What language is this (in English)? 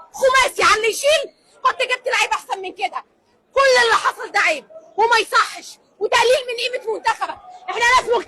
Egyptian Arabic